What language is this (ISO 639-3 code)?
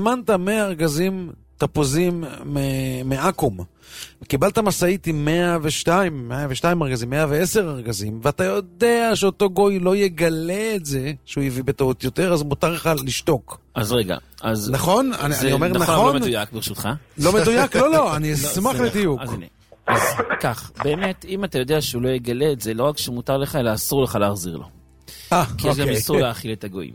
heb